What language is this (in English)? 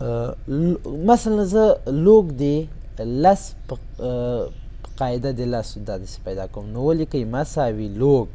Pashto